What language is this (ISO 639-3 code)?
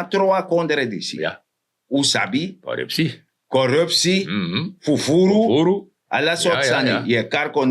srn